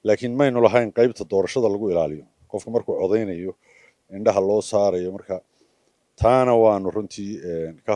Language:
Somali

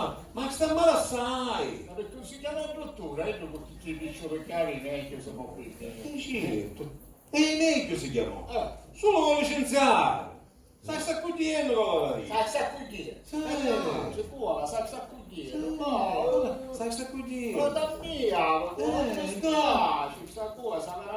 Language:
Sicilian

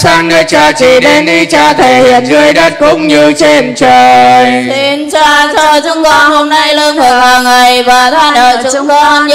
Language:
Vietnamese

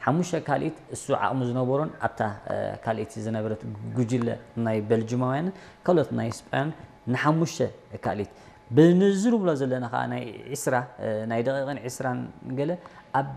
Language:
Tigrinya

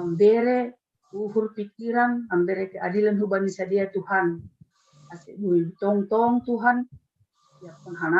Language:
Batak Simalungun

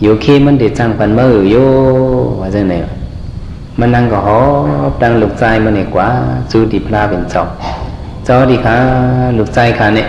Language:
Shan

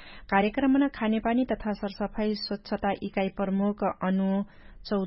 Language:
Dangaura Tharu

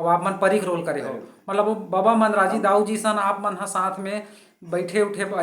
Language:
Chhattisgarhi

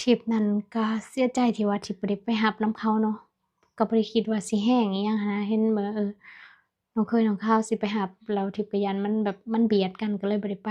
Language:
Lao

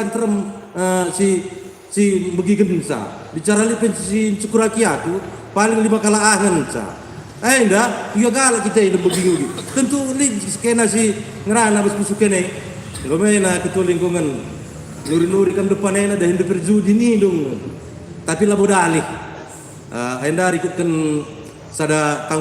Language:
Batak Karo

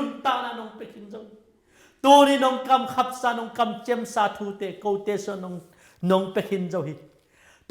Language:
Tedim Chin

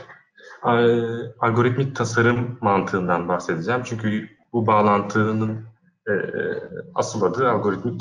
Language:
Turkish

